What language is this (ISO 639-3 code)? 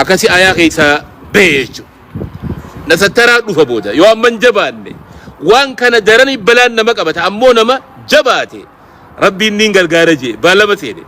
orm